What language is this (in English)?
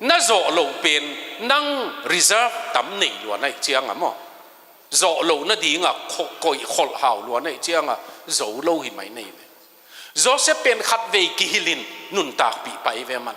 Tedim Chin